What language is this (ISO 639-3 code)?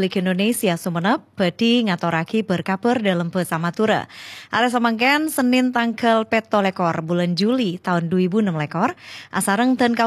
mad